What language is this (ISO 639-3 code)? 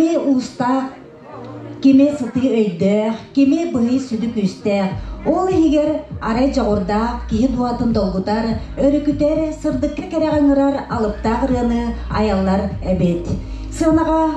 sah